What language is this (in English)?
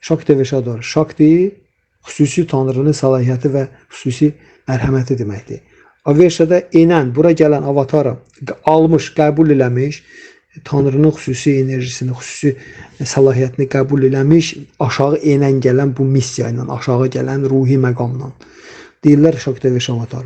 Azerbaijani